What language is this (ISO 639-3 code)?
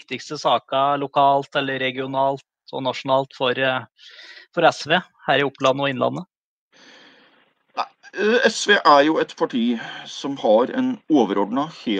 nor